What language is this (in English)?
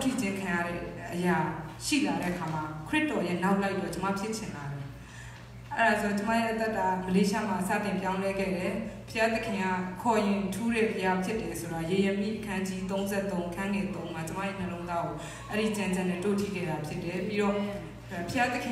Burmese